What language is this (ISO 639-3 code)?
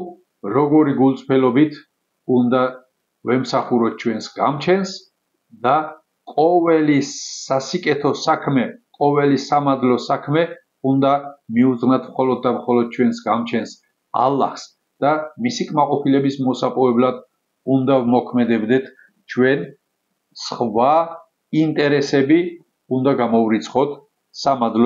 kat